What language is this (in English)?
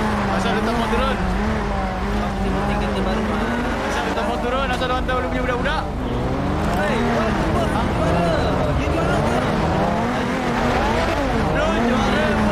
Malay